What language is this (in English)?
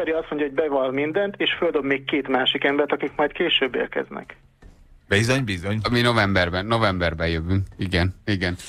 Hungarian